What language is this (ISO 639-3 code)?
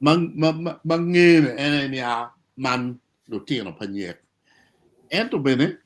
ach